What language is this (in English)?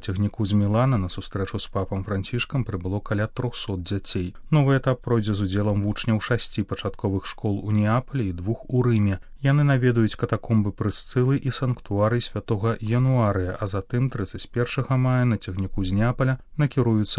Belarusian